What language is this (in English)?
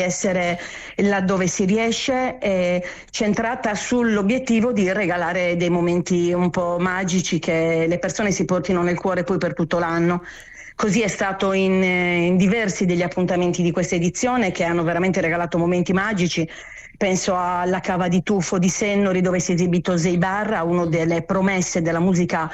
Italian